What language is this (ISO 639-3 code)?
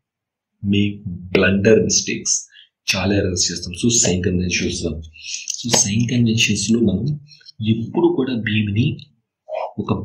tel